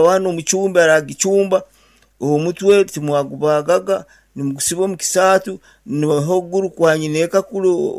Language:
Nyankole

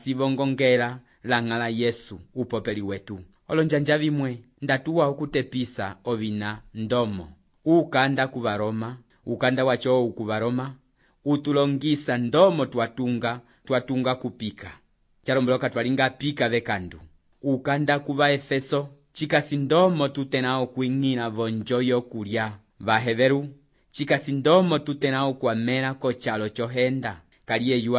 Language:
Umbundu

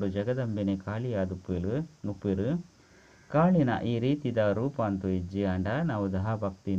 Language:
Tulu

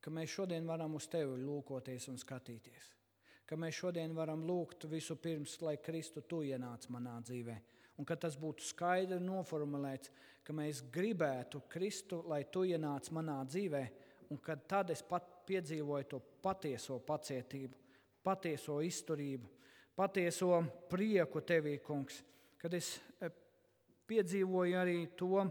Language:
Latvian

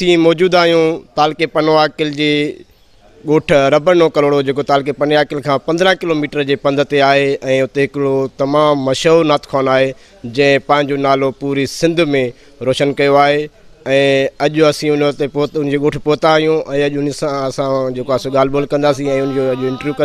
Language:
Sindhi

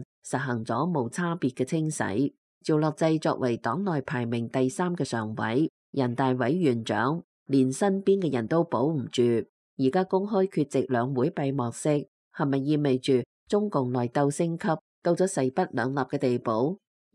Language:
Cantonese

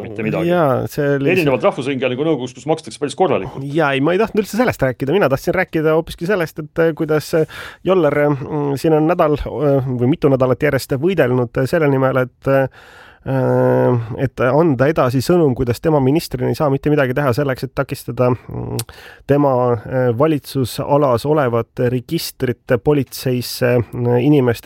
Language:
Estonian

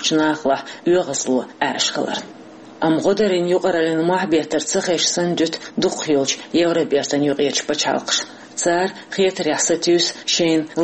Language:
Chechen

